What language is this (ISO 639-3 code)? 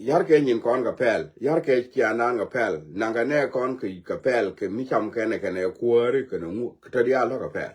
nus